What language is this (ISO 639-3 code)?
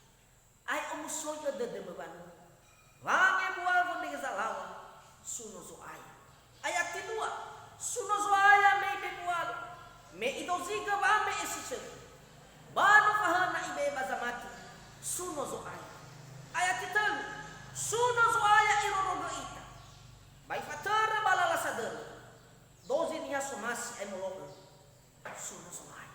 nia